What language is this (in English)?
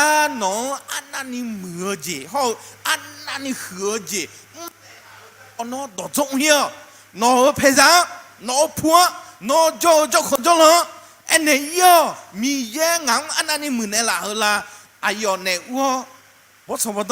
Akha